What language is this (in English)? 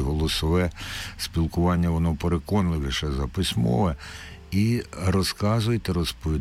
Ukrainian